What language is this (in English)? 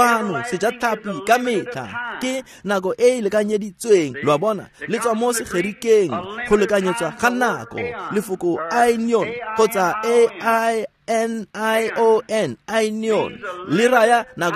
Tswana